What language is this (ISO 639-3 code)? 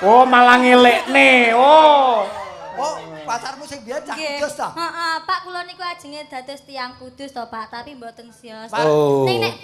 jav